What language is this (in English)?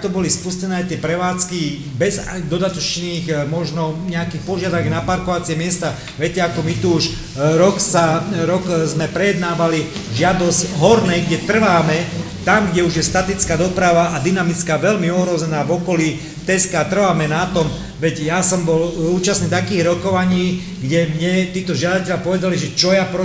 Slovak